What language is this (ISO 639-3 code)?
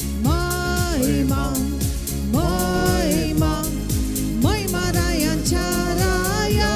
kok